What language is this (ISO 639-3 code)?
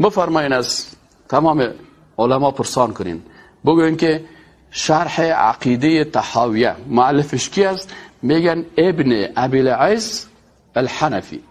fas